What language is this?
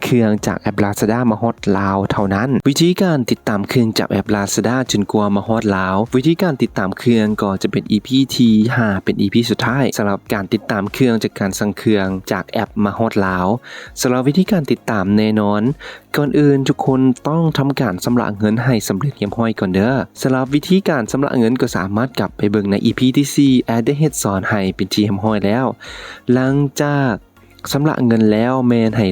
Lao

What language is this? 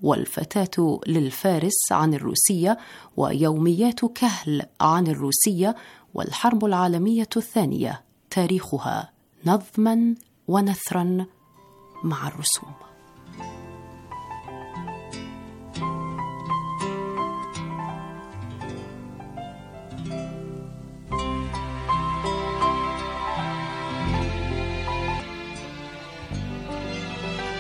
Arabic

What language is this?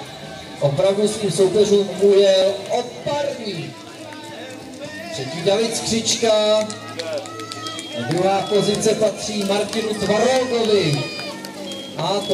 Czech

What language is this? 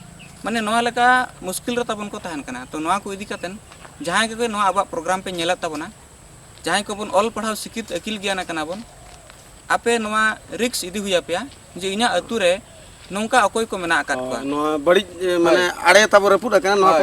Santali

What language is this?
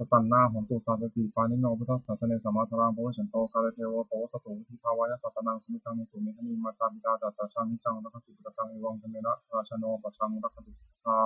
Pali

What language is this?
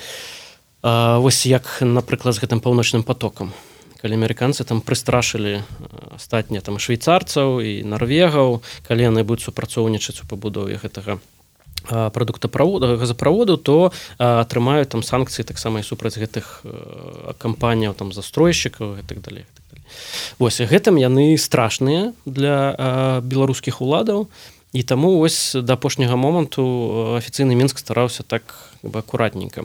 Belarusian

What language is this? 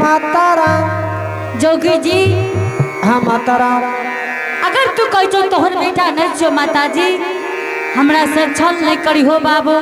Angika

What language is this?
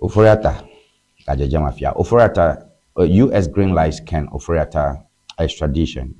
Ewe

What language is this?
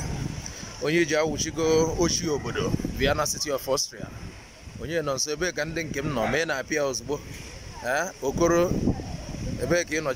Igbo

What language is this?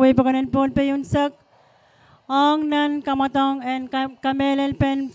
Pohnpeian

